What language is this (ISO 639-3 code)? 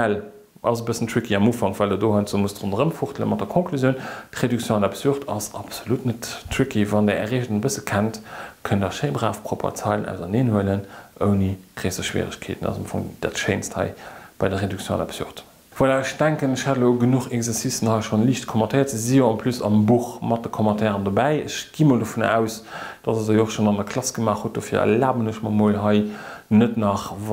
ltz